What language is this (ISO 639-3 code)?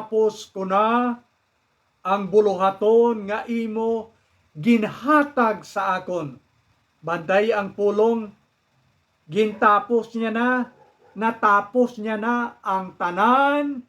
hil